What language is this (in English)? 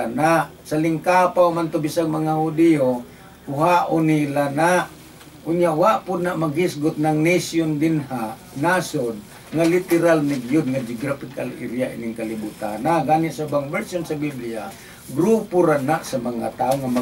Cebuano